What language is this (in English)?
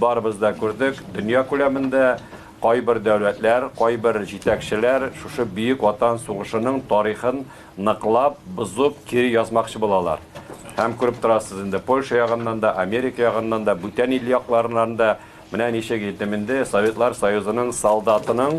Tatar